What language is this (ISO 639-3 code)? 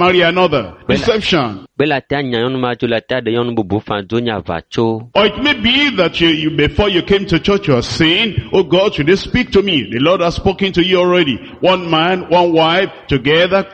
ewe